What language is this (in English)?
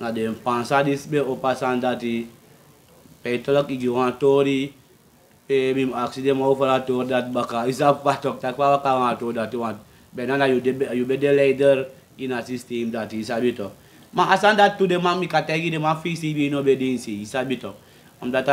Sranan Tongo